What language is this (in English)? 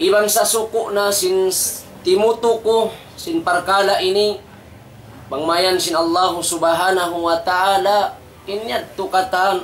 Tausug